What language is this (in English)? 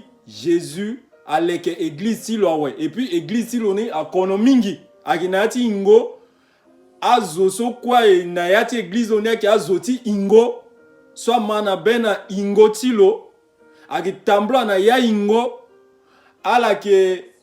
Sango